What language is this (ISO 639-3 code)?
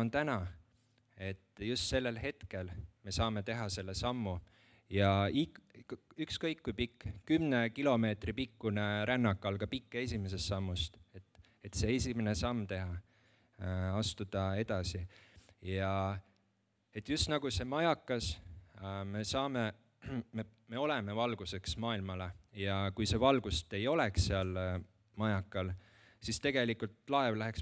est